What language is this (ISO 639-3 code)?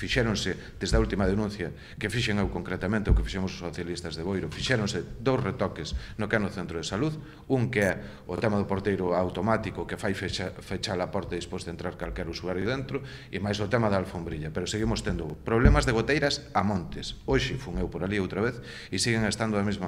glg